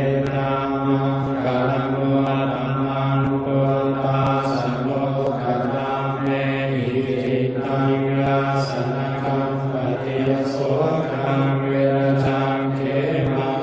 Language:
Pali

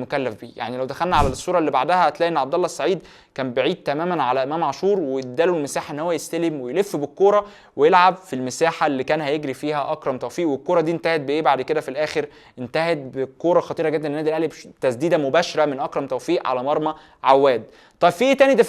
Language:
Egyptian Arabic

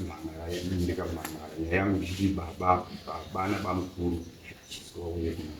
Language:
Shona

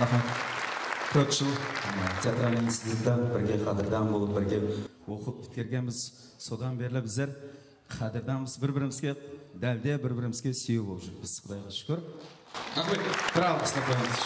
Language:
Kara-Kalpak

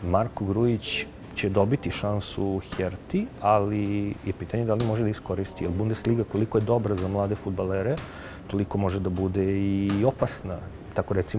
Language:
Serbian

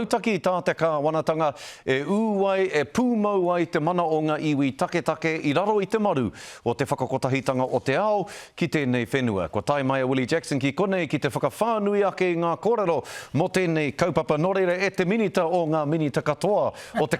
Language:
Māori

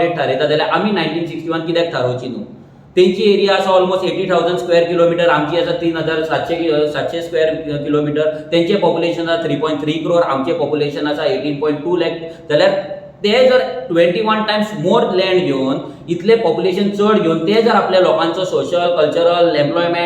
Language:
Konkani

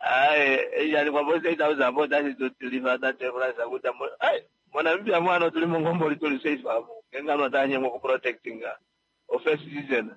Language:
Kuanyama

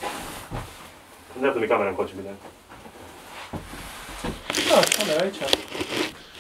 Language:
Romanian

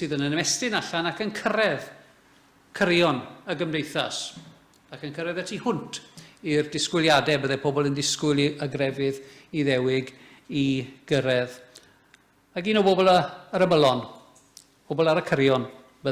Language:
Welsh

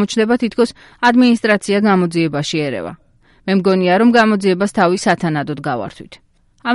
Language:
Georgian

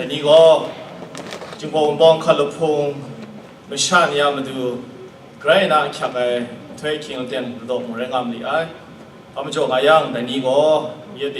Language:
Kachin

